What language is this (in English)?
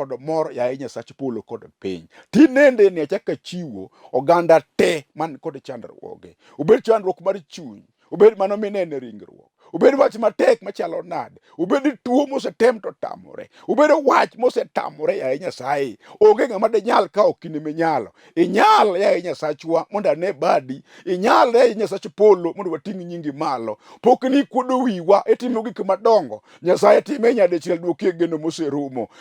Luo (Kenya and Tanzania)